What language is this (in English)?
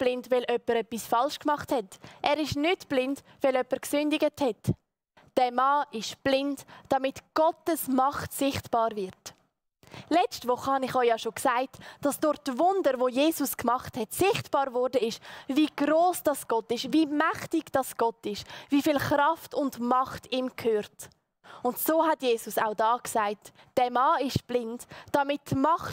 Swiss German